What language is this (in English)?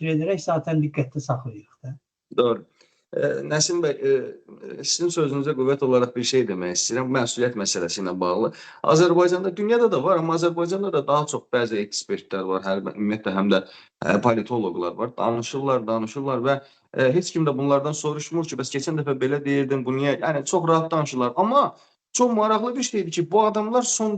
Azerbaijani